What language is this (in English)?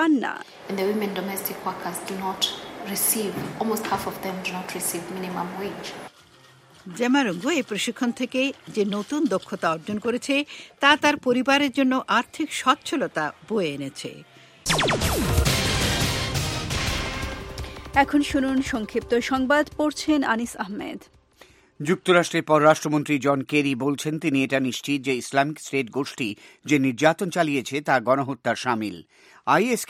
Bangla